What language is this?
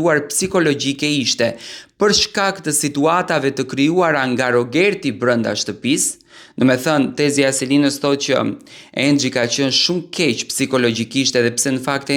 Albanian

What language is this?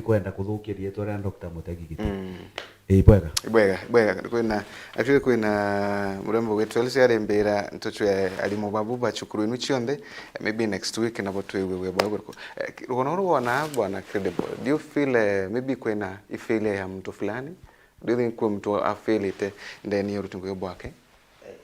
Meru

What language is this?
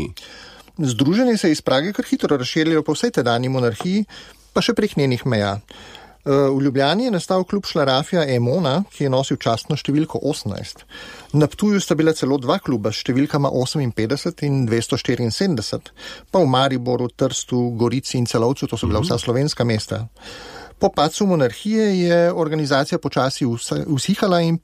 Slovenian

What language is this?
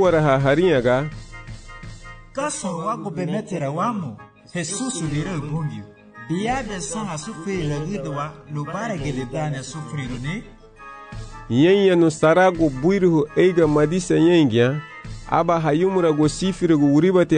Garifuna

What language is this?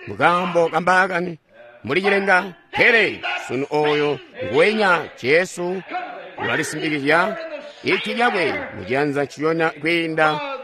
Tonga (Zambia)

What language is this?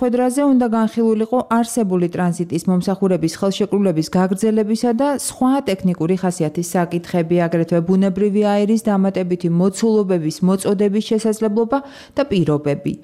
Georgian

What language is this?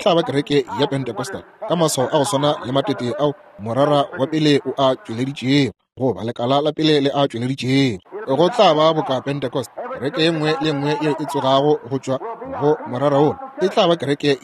Northern Sotho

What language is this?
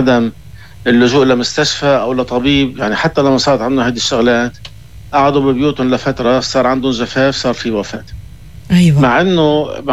North Levantine Arabic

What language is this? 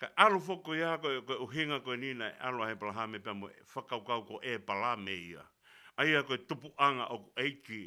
Tongan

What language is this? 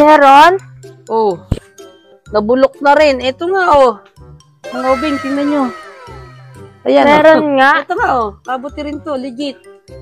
Filipino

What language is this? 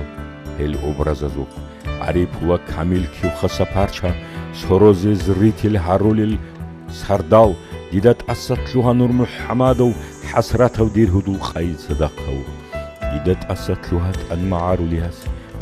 Avaric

